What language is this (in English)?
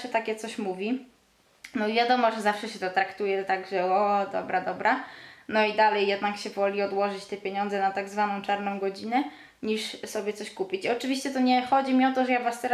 Polish